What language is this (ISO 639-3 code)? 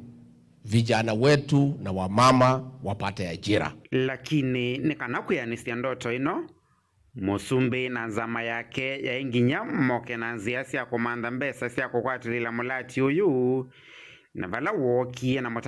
kam